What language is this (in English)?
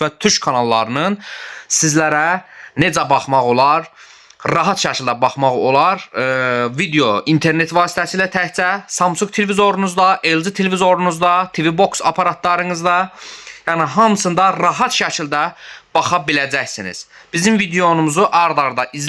Azerbaijani